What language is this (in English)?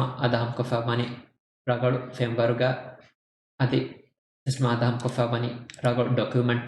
Divehi